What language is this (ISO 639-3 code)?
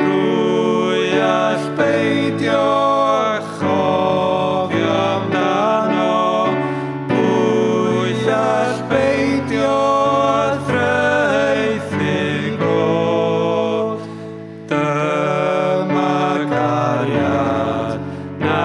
cym